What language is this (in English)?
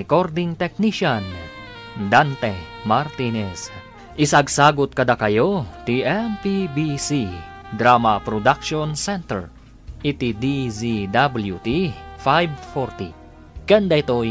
Iloko